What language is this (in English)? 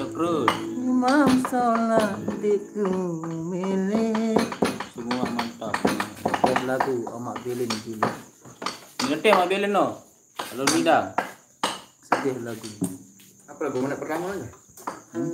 Sasak